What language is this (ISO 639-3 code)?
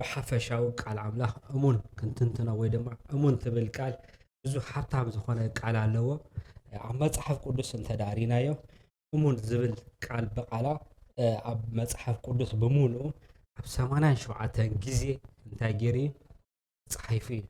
tir